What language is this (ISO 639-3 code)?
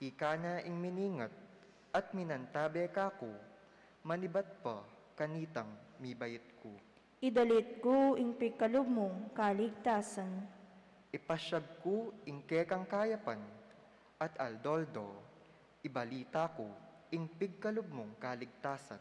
pam